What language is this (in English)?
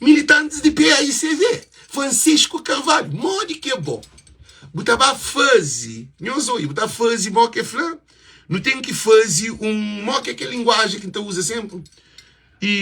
Kabuverdianu